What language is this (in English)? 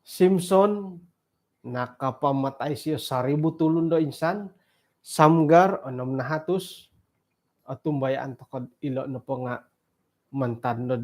Central Dusun